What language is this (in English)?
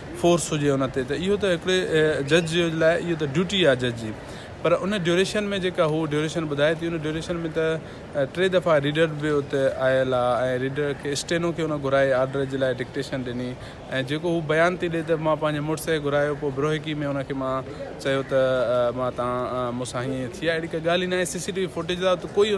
Sindhi